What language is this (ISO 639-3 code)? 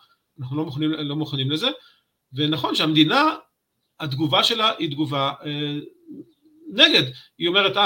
heb